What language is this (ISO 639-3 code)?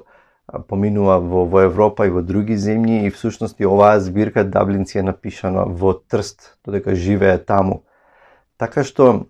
mkd